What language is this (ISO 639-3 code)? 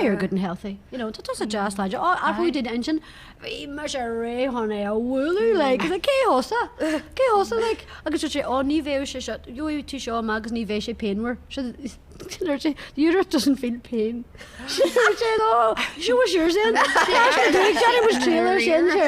gle